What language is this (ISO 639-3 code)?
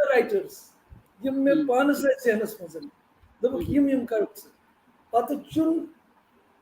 kas